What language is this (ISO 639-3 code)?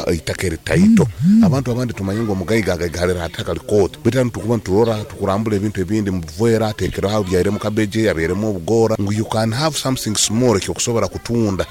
nyo